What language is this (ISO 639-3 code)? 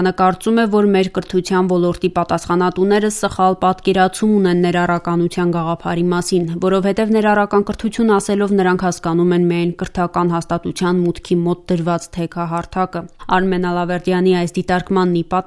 hye